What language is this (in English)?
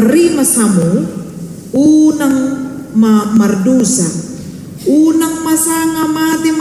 Batak Toba